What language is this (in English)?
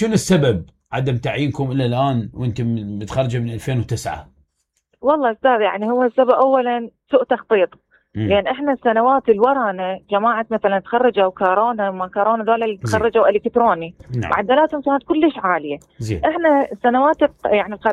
Mesopotamian Arabic